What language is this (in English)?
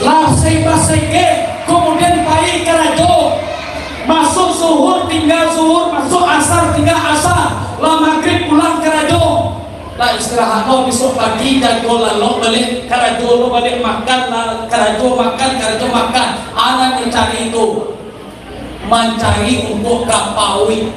Minangkabau